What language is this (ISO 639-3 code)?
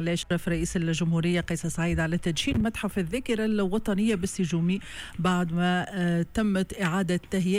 aeb